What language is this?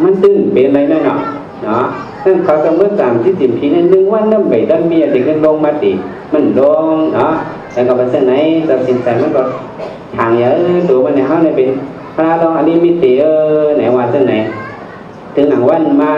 Shan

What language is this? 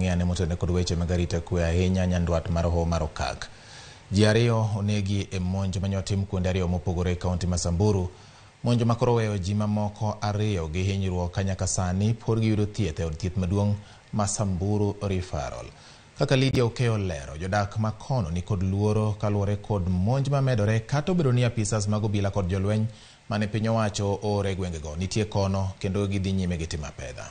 Luo (Kenya and Tanzania)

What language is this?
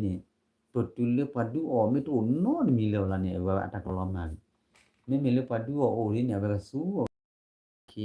S'gaw Karen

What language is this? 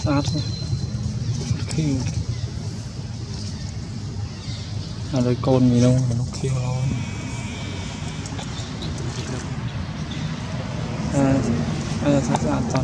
Vietnamese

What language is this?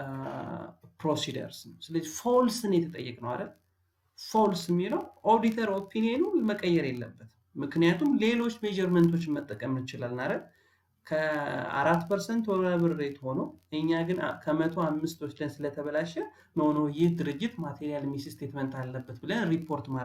Amharic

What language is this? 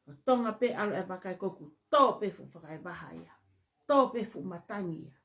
Tongan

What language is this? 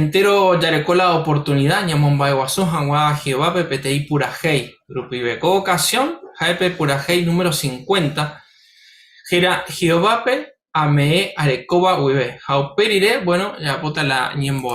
Guarani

